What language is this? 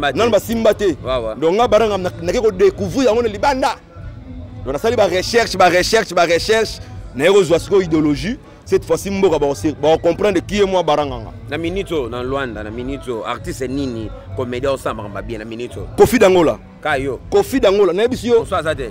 Lingala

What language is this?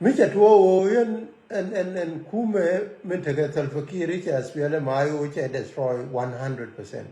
Nuer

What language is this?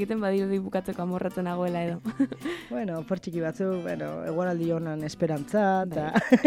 Basque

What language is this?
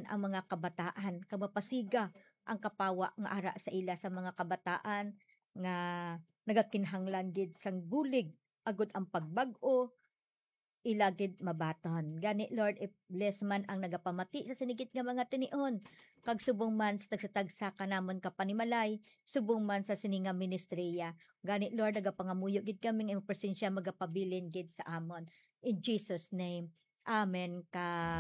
Hiligaynon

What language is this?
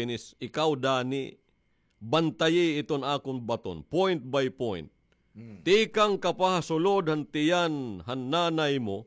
Waray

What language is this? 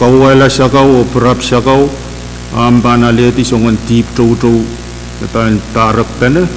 Pohnpeian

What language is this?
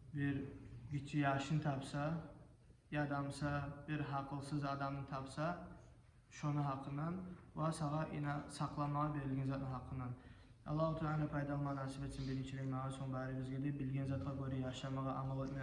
Kumyk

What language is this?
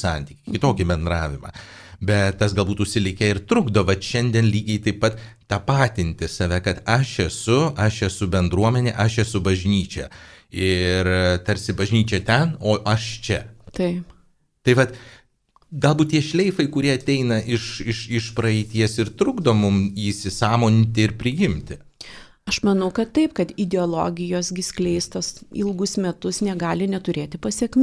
Lithuanian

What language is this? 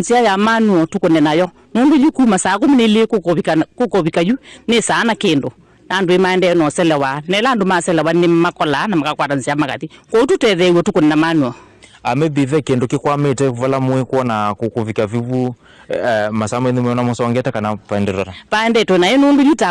Kamba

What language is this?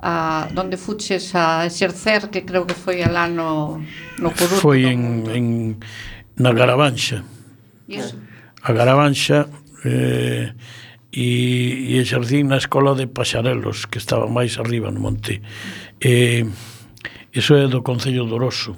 Galician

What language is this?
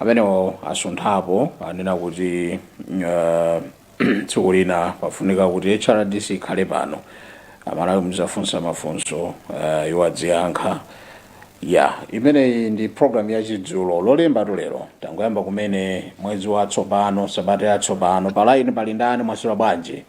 Nyanja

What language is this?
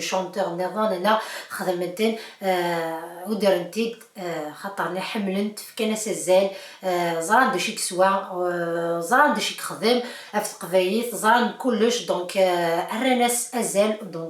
Kabyle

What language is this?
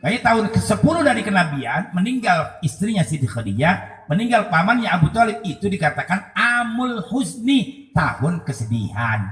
Betawi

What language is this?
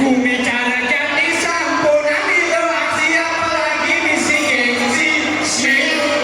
Balinese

